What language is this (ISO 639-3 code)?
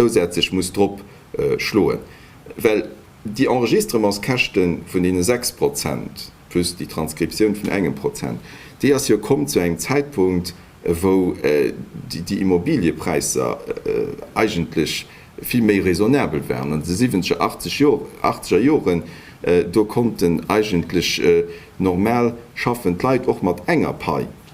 ltz